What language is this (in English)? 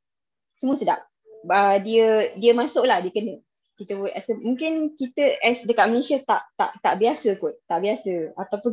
Malay